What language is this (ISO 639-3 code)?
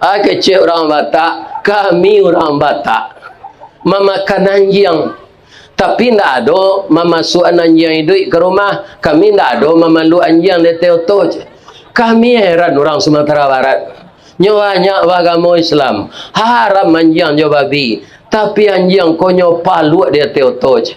min